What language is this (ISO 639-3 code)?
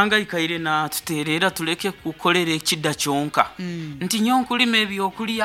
nyn